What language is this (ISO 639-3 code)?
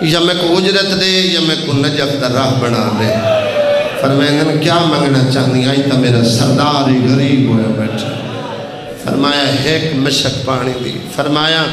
skr